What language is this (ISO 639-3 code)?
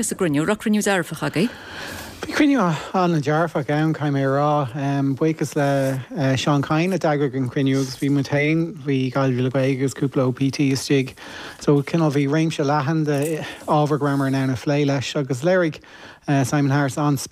gle